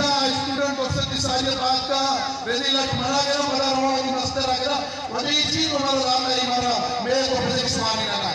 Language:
Eastern Balochi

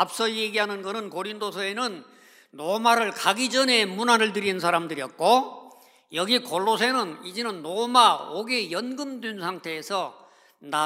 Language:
Korean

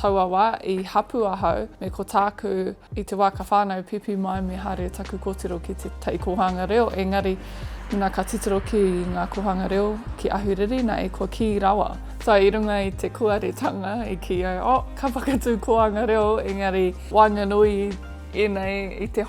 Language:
Māori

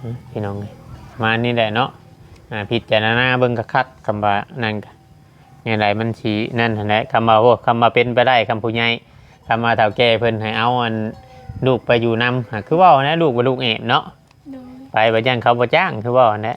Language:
Northeastern Thai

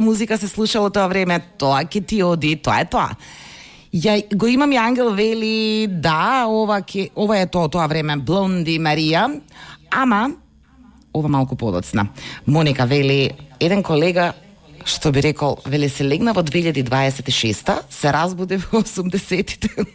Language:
Macedonian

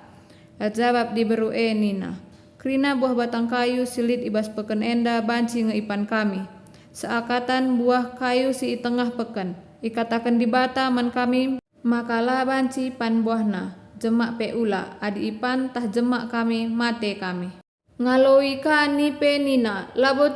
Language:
Batak Karo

